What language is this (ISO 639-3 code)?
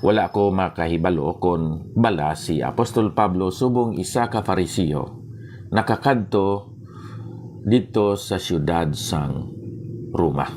hil